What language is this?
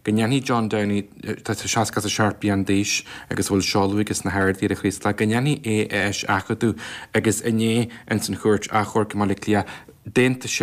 Irish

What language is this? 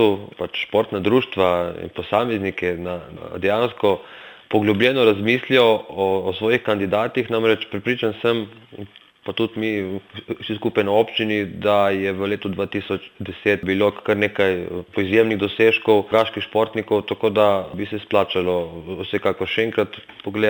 Slovenian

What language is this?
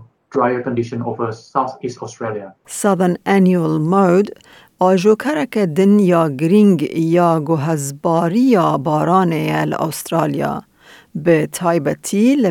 Kurdish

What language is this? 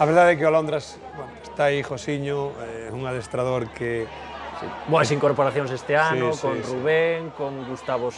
Galician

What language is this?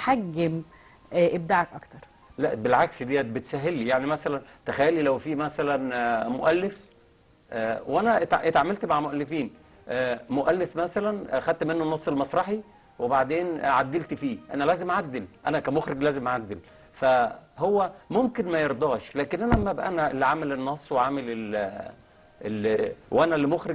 Egyptian Arabic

